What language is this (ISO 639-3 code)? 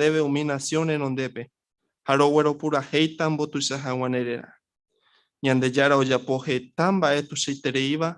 grn